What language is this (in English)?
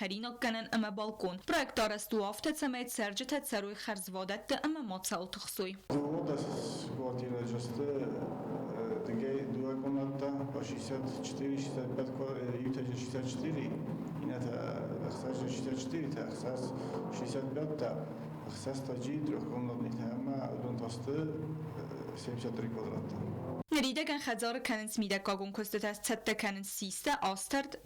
Ossetic